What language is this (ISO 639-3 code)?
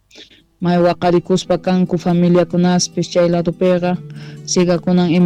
quh